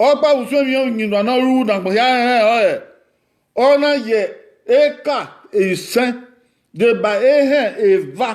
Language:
Bini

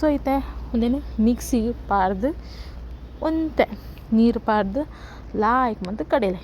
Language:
Tulu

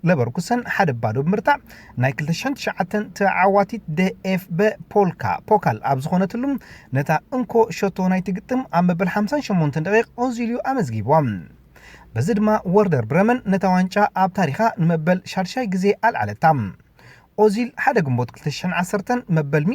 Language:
Tigrinya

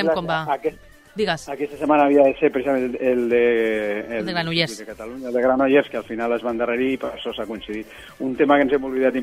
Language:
Catalan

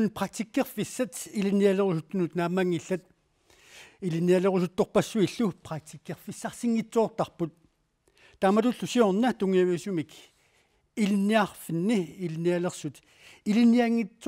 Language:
Kalaallisut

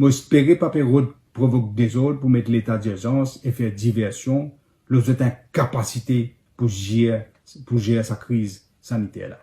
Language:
Morisyen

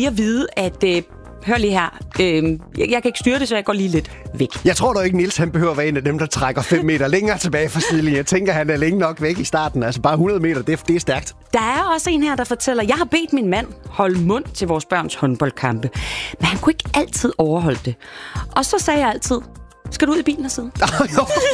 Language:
Danish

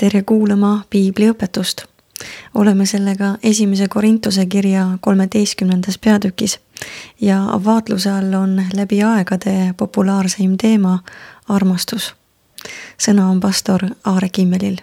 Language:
Estonian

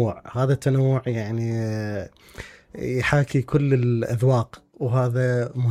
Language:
Mesopotamian Arabic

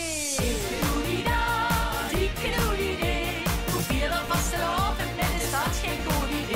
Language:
Limburgish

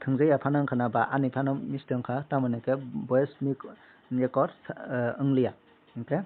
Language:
Kok Borok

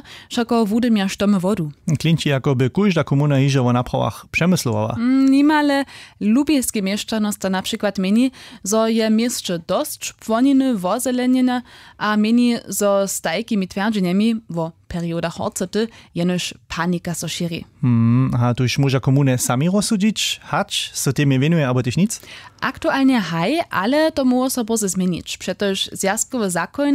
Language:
Upper Sorbian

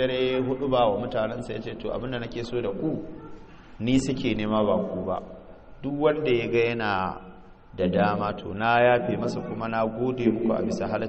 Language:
Hausa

